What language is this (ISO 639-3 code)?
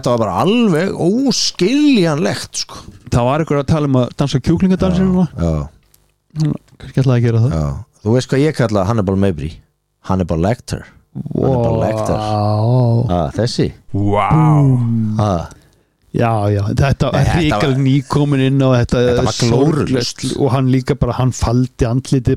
isl